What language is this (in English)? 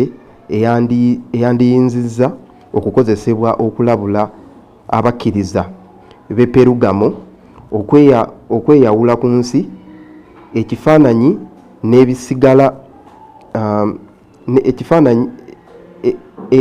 Ganda